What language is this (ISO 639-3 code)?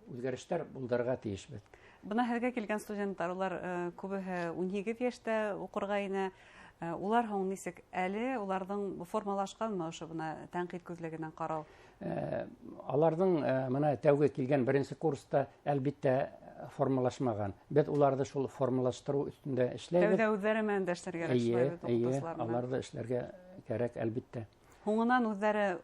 bak